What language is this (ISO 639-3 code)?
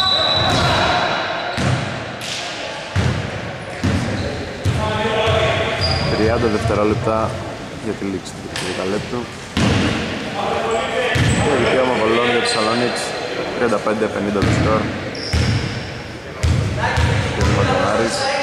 ell